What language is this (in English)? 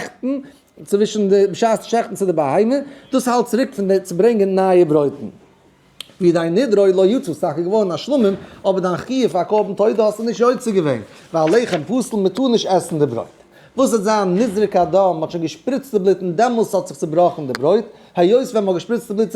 Yiddish